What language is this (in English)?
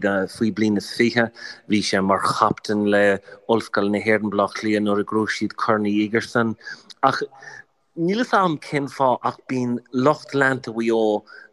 Irish